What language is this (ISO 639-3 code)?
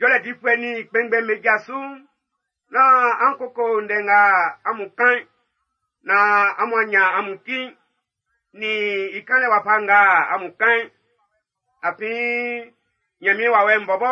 bci